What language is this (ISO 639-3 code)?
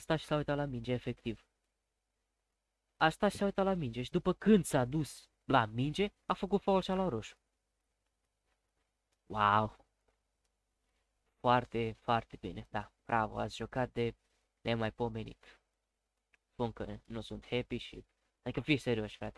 ron